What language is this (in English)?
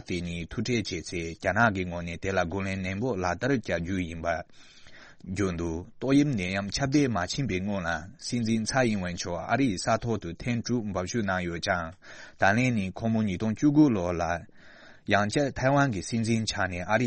Tibetan